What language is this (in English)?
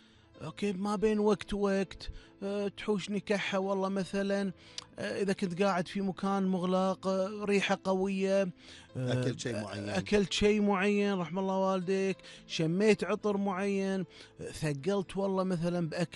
Gulf Arabic